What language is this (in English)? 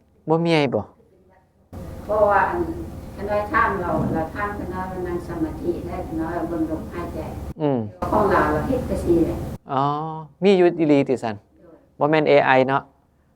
Northeastern Thai